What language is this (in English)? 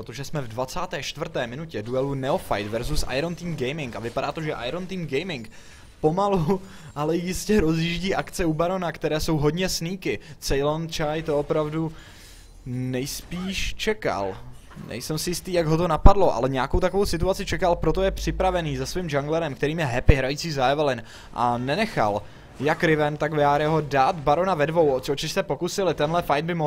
Czech